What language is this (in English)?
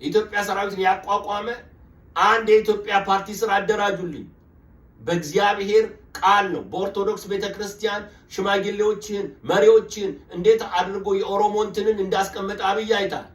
Amharic